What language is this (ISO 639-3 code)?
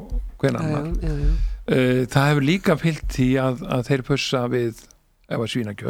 isl